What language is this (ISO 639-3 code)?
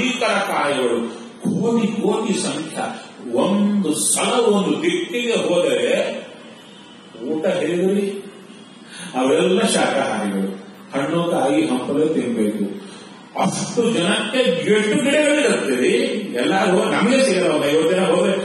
kan